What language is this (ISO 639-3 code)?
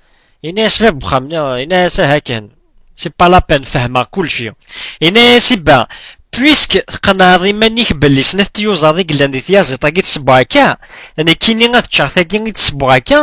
kab